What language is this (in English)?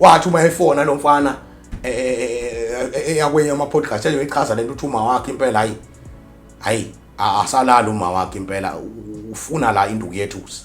Zulu